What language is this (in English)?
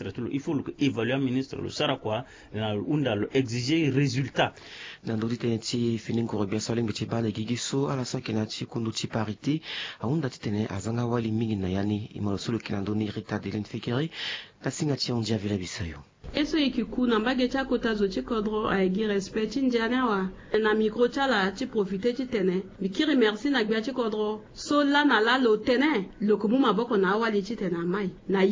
Sango